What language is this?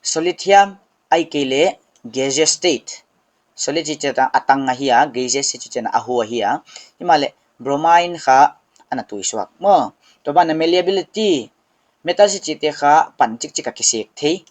Paite Chin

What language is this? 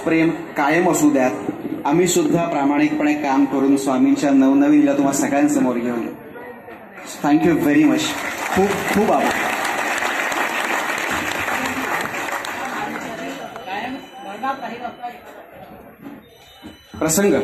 Marathi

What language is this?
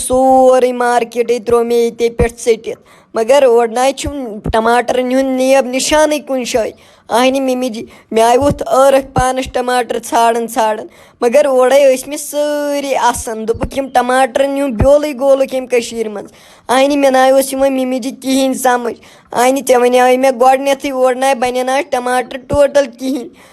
Kashmiri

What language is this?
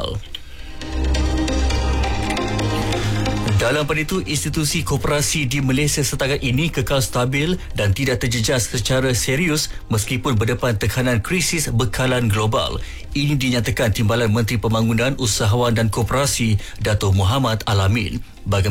Malay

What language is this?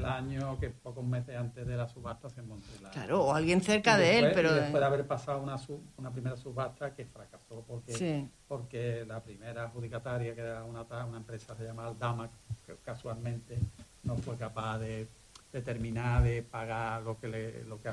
Spanish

